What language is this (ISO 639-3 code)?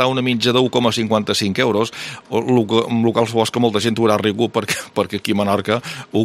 cat